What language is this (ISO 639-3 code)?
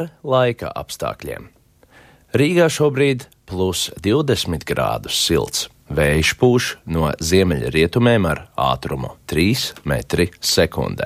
lav